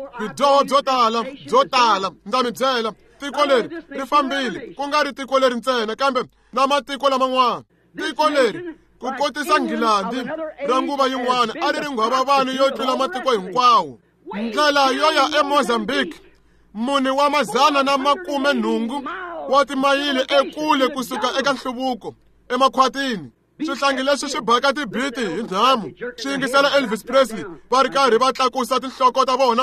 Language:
Tsonga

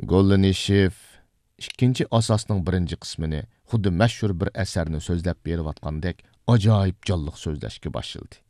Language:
Uyghur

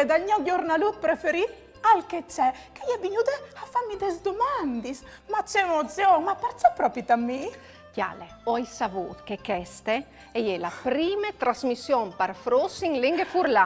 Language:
Friulian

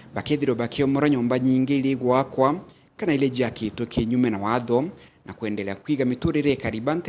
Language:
Meru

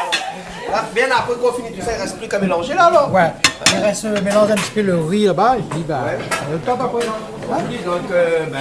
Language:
Réunion Creole French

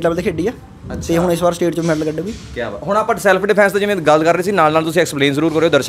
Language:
Punjabi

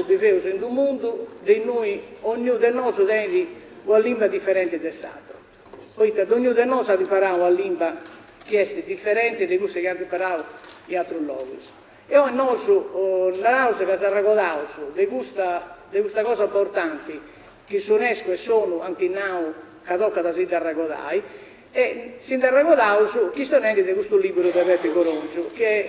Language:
Sardinian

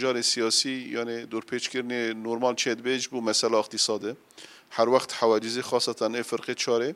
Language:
Kurdish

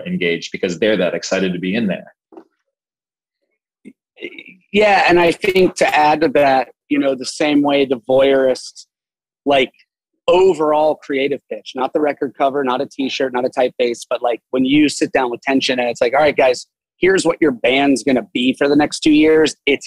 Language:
English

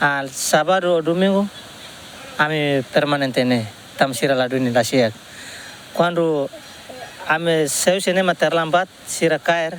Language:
Tetum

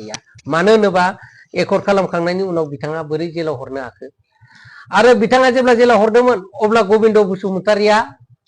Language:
Bodo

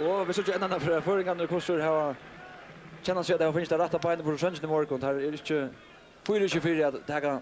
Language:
Faroese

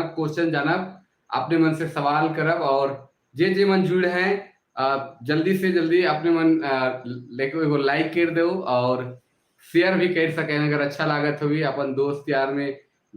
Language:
Sadri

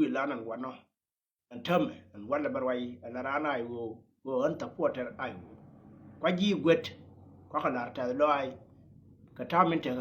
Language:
Nuer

